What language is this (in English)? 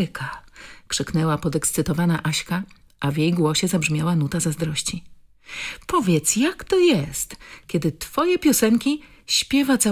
Polish